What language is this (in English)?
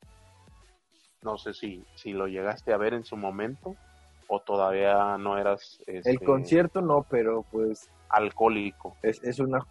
Spanish